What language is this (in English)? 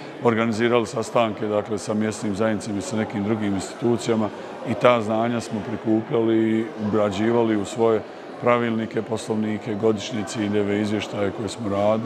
Bosnian